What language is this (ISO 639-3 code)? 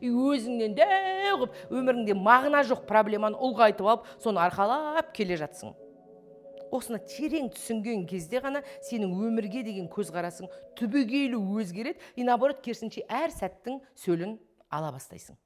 kaz